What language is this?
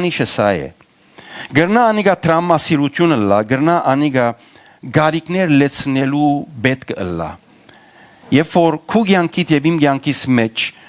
Western Armenian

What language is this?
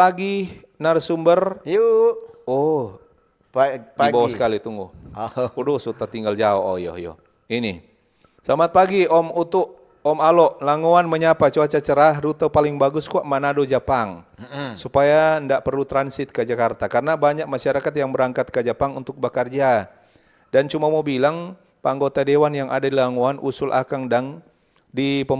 Manado Malay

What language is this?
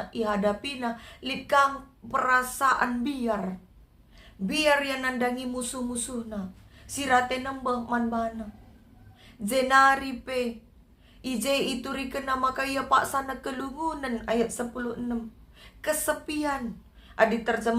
Batak Karo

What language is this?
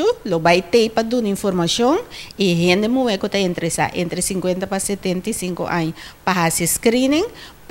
Papiamento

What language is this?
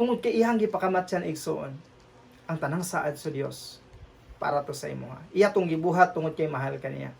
Cebuano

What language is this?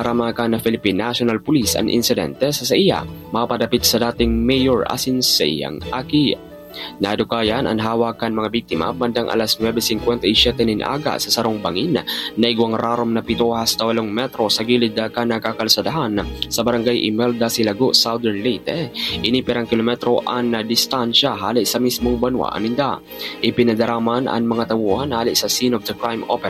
Bikol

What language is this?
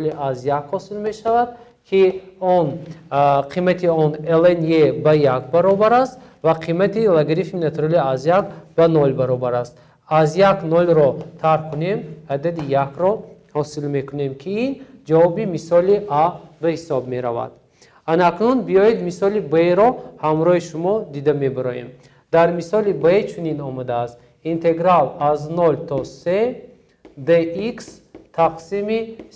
Tajik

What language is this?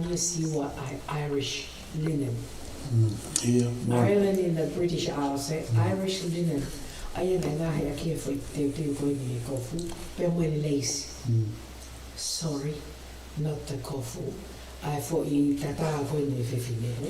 Tongan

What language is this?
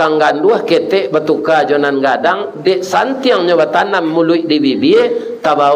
Minangkabau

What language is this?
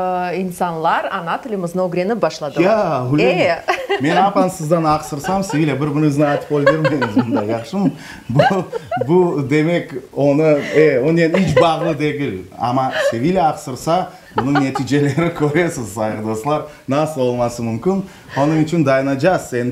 Crimean Tatar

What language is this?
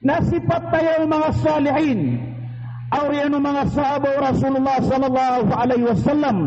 Maranao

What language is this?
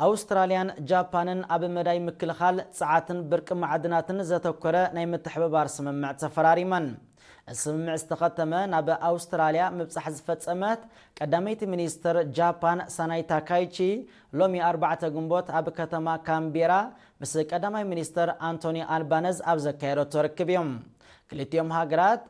Tigrinya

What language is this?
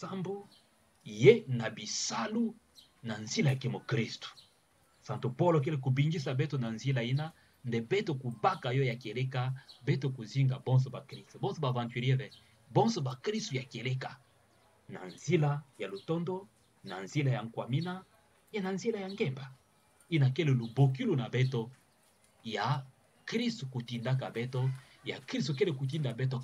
Kituba (Democratic Republic of Congo)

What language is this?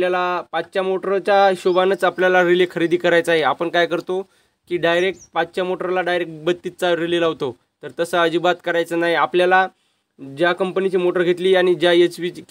Marathi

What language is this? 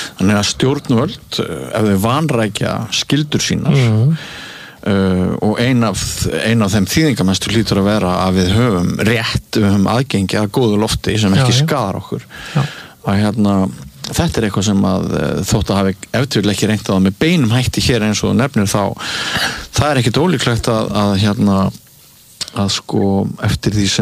Icelandic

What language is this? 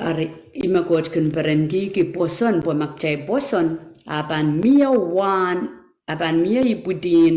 Pohnpeian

